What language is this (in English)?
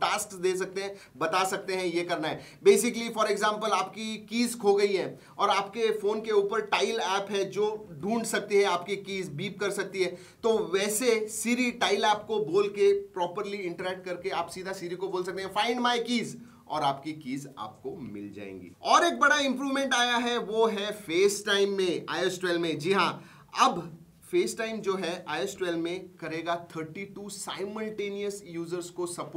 Hindi